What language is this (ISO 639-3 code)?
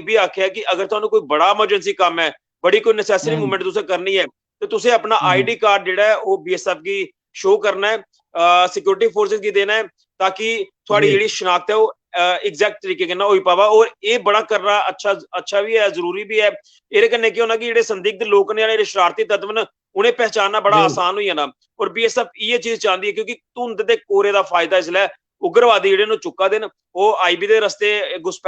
doi